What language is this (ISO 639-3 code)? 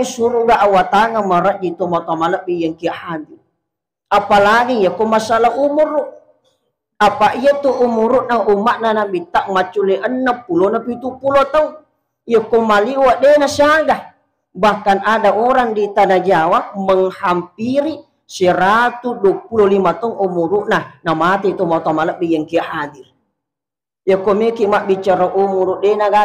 bug